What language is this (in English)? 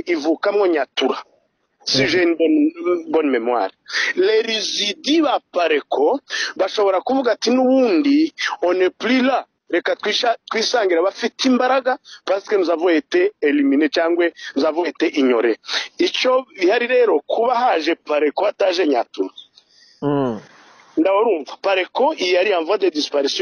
Kinyarwanda